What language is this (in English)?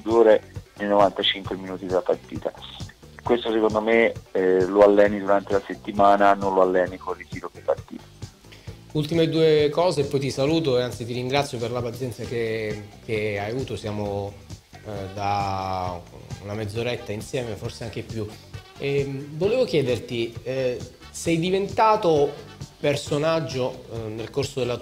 Italian